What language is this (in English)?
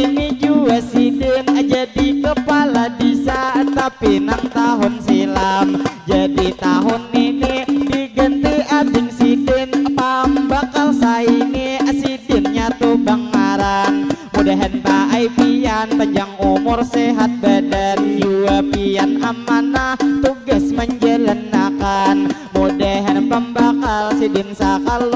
Banjar